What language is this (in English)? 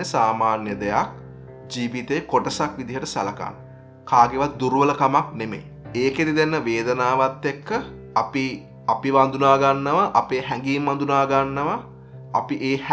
Sinhala